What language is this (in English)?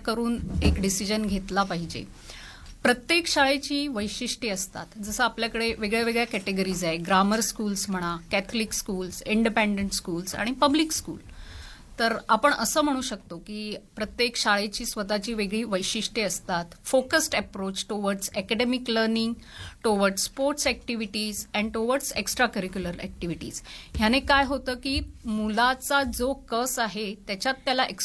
Marathi